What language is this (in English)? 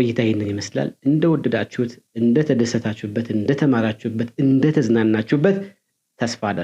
Amharic